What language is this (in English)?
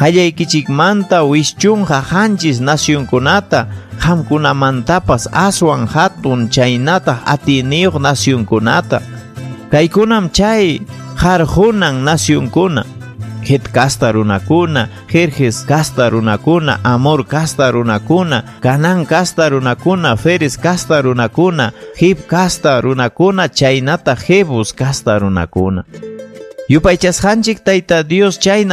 Ayacucho Quechua